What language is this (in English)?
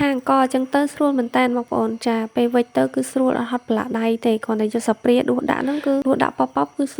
Khmer